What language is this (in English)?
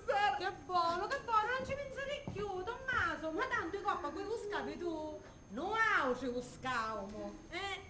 Sicilian